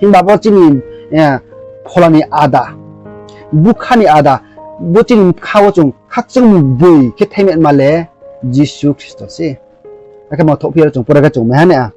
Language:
Riang (India)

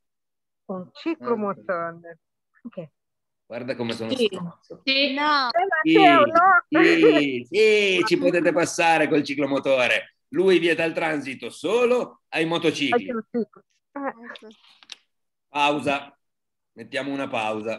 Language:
Italian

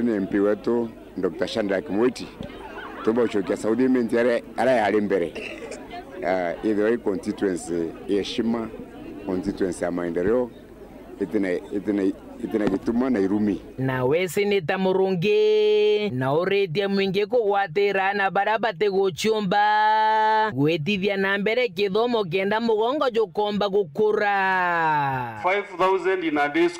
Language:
Meru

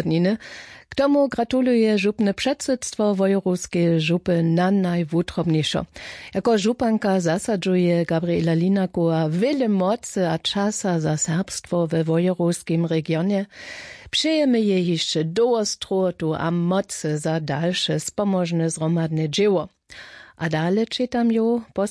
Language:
Upper Sorbian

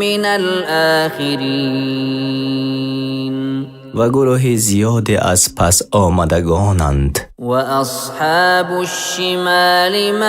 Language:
Persian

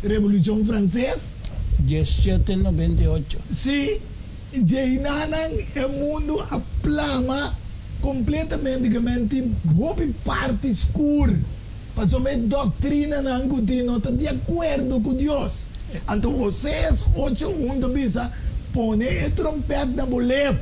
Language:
Papiamento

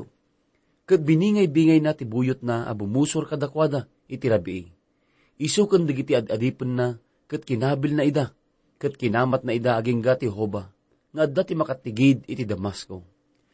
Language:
Iloko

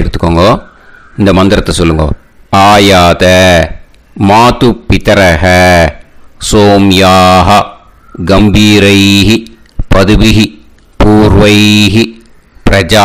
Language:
Tamil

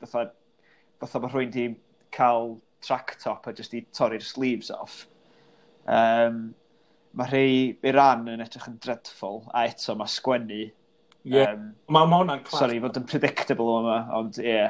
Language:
Welsh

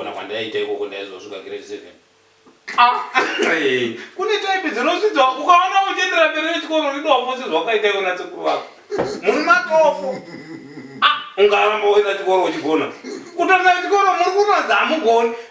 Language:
Shona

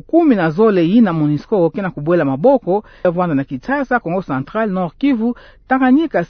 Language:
Kituba (Democratic Republic of Congo)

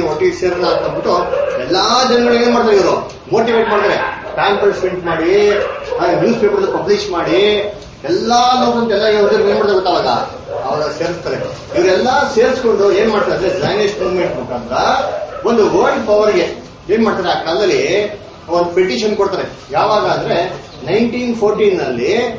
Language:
Kannada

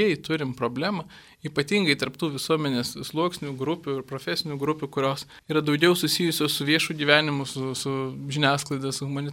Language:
Lithuanian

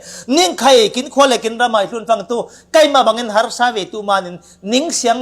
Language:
Falam Chin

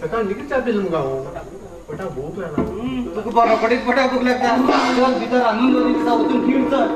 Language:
Konkani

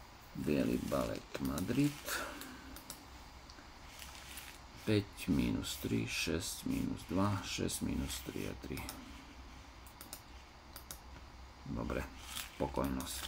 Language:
Slovak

